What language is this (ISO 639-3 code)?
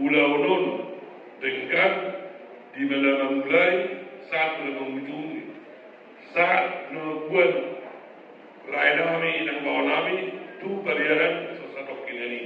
bbc